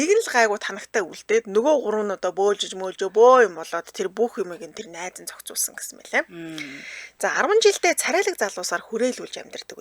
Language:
Mongolian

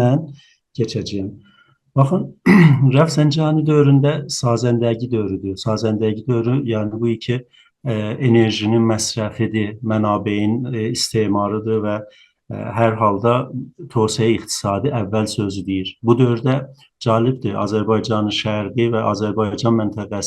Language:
South Azerbaijani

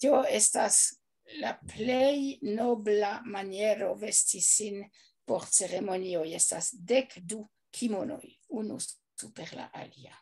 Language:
Esperanto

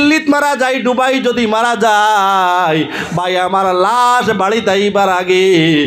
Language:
Sylheti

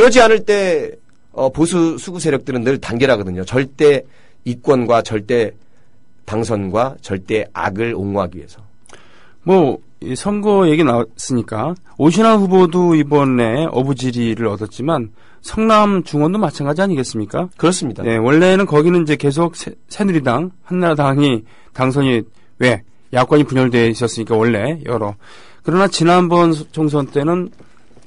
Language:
Korean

